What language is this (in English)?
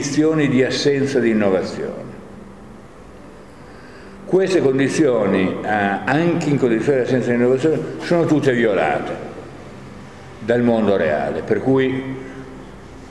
Italian